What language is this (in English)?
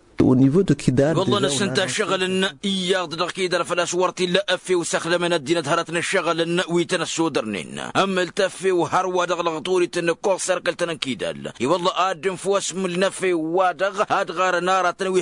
Tamasheq